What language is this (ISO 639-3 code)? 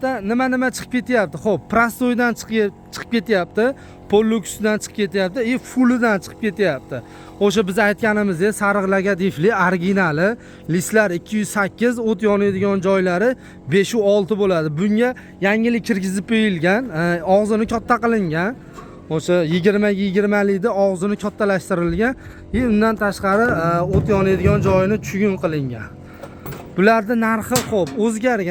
uzb